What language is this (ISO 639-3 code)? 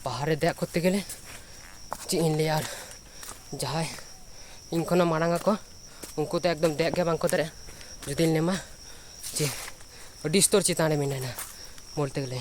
sat